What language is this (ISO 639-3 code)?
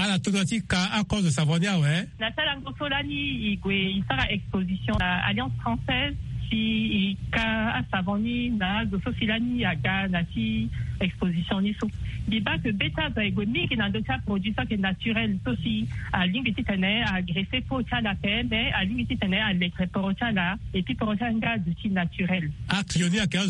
sag